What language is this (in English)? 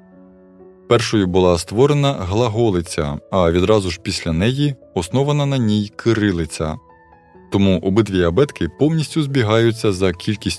Ukrainian